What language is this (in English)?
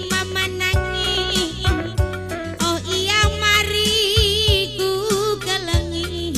Batak Karo